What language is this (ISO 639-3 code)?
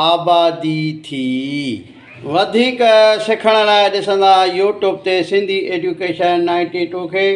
snd